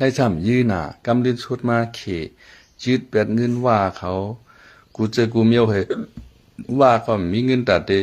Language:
Shan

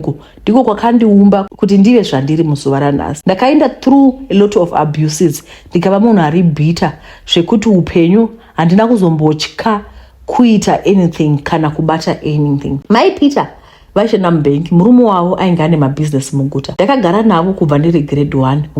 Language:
Shona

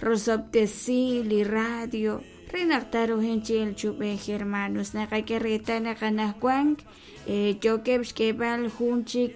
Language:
Kekchí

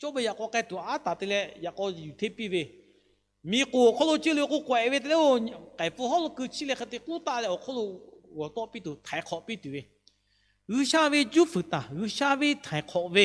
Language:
Lahu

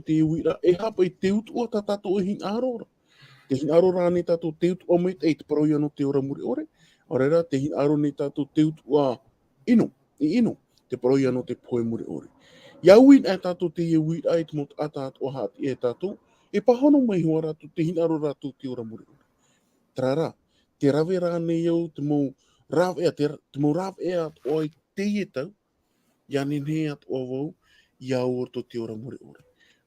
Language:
Tahitian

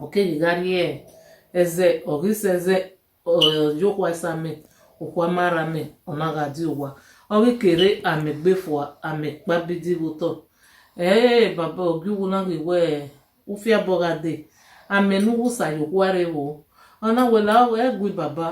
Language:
Bini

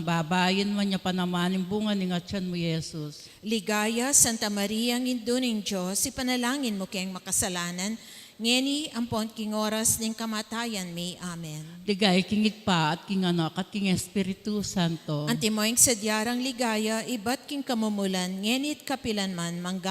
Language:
Pampanga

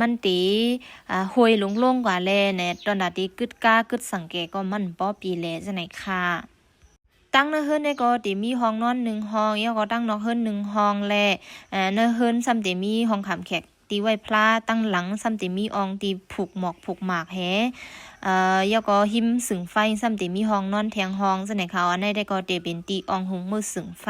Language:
Shan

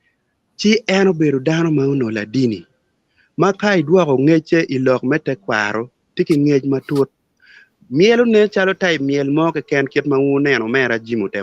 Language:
Acoli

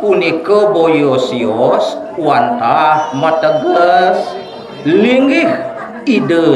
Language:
Balinese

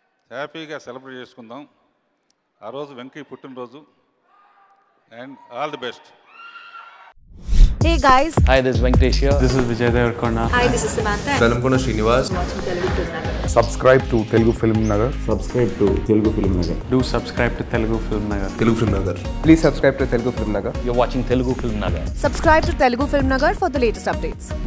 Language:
Telugu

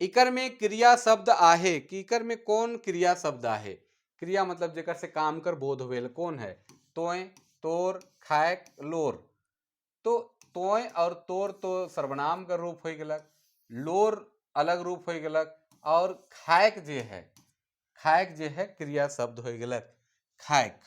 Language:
Sadri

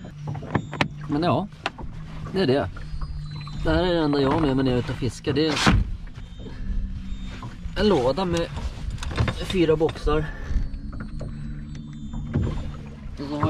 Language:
Swedish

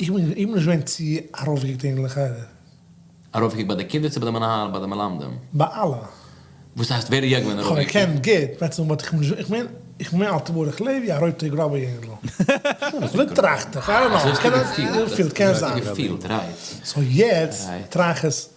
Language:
Yiddish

